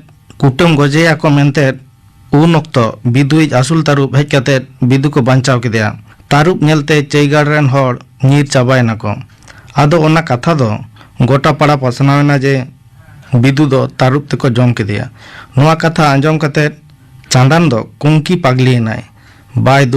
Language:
Santali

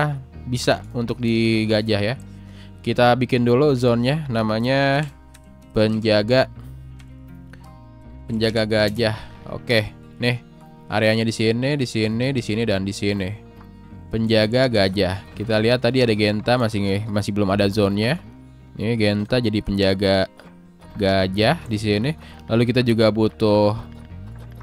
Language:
Indonesian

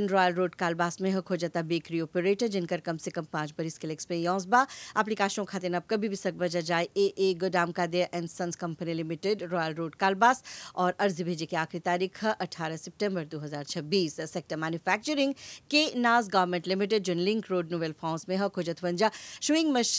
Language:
Bhojpuri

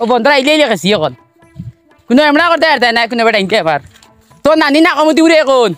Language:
Sylheti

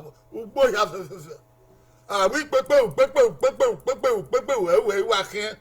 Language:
Bini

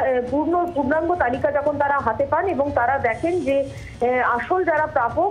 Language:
Bangla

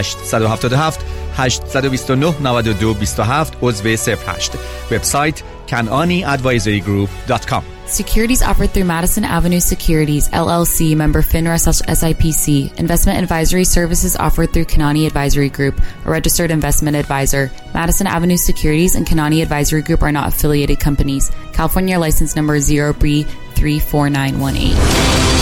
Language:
Persian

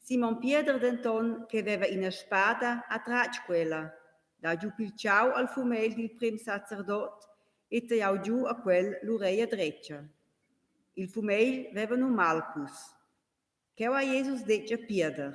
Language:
Romansh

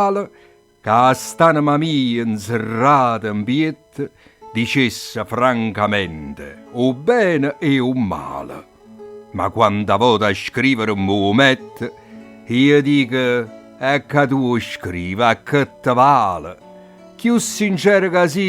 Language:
Neapolitan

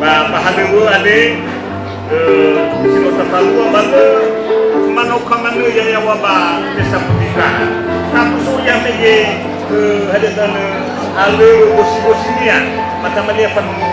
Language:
Nias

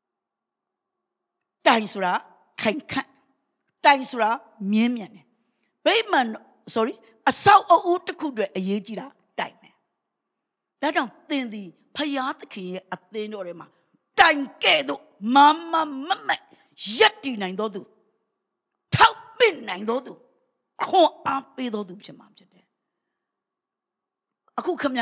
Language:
Burmese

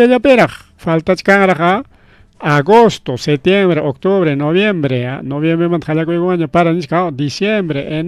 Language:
Ayacucho Quechua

